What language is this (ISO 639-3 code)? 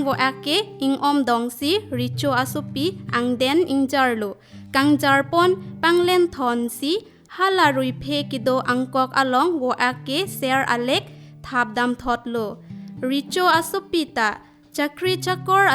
mjw